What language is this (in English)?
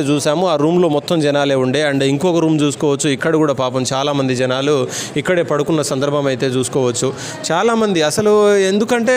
Telugu